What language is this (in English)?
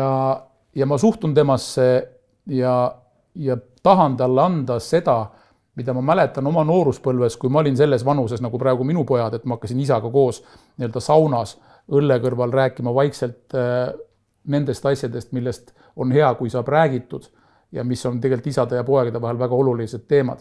Estonian